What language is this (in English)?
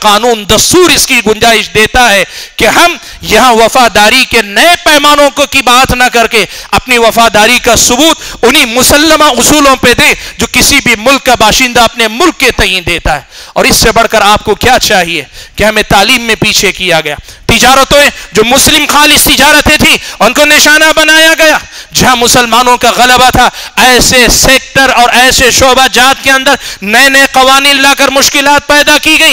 Urdu